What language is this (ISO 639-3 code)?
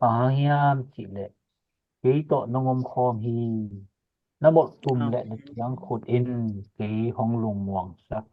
ctd